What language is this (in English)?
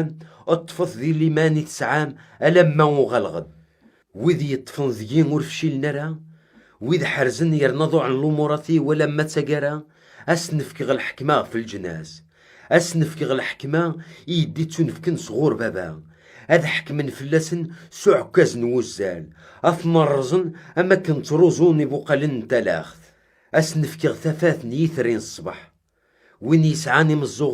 Kabyle